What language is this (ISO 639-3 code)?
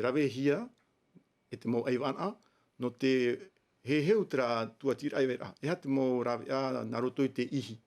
tah